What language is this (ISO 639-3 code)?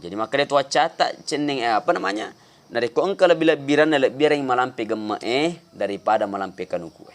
bug